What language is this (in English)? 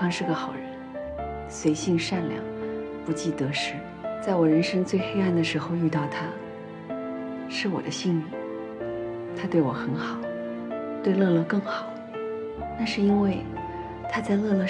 Chinese